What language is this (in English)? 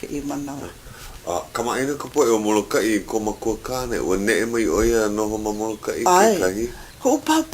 Hawaiian